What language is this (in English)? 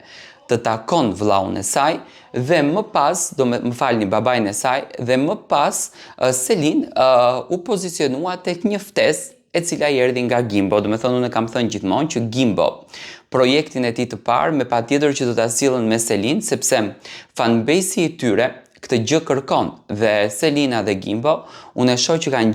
Albanian